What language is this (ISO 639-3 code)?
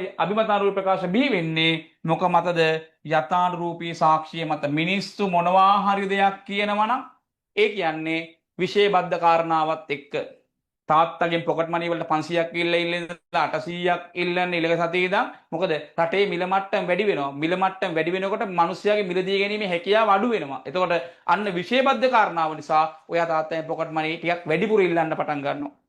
sin